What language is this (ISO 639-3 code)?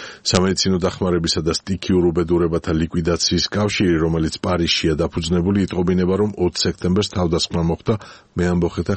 kat